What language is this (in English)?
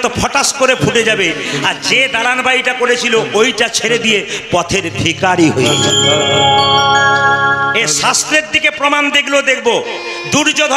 Bangla